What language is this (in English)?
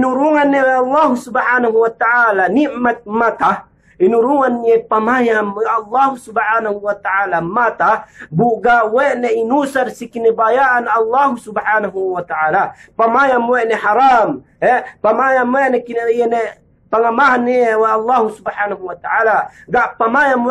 Yakan